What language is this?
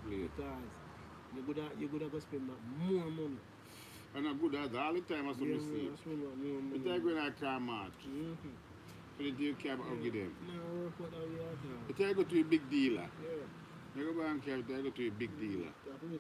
Jamaican Creole English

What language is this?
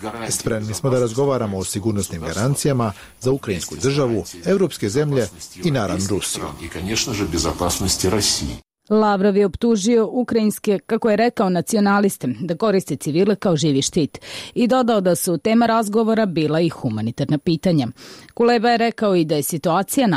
Serbian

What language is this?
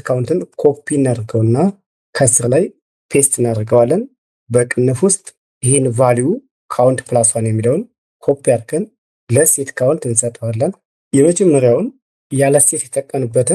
Amharic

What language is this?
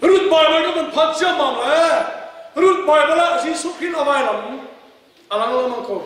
Hakha Chin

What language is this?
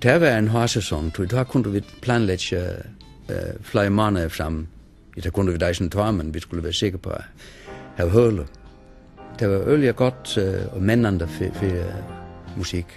Faroese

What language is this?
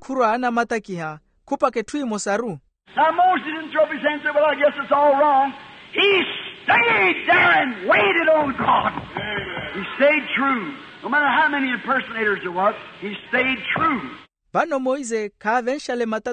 Makhuwa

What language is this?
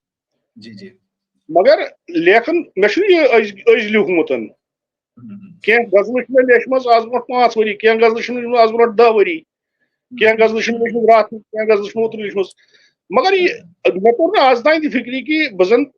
Kashmiri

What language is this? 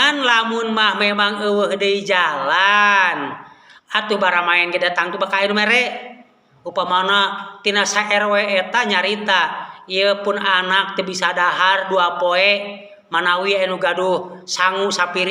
Sundanese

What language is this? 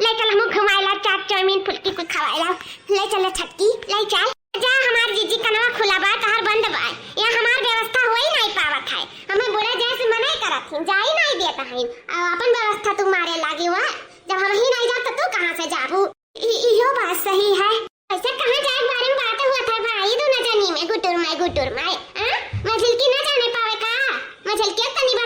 Awadhi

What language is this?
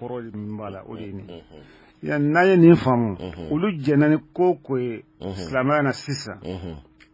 Bambara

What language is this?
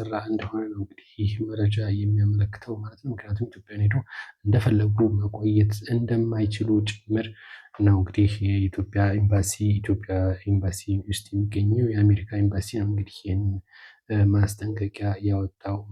Amharic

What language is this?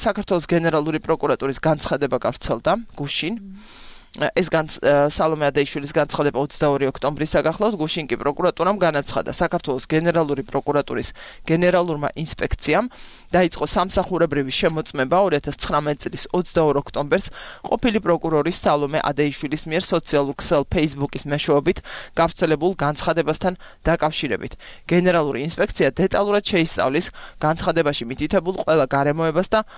Georgian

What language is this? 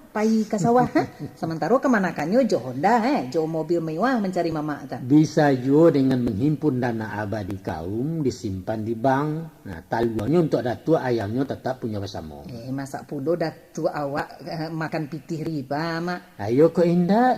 Minangkabau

